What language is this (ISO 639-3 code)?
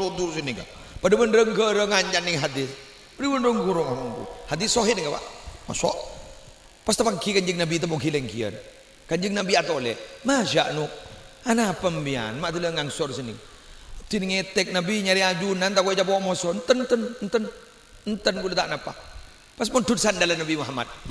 mad